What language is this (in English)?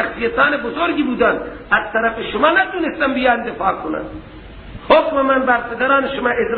Persian